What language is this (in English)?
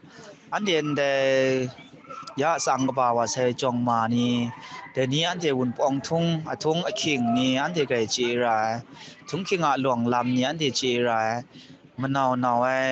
Kachin